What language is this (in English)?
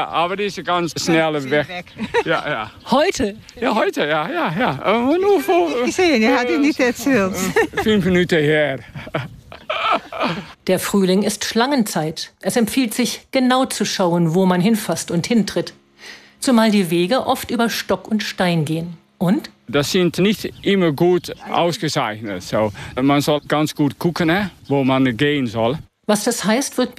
German